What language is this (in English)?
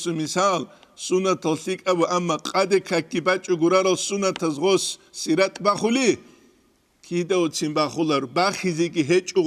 Avaric